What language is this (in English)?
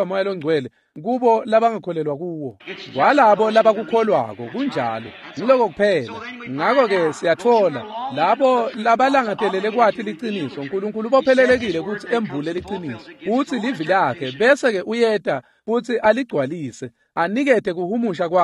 Swati